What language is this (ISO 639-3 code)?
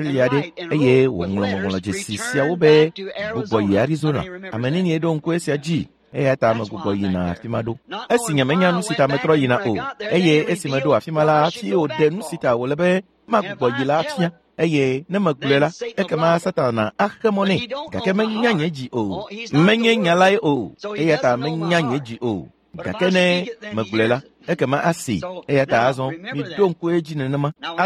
ewe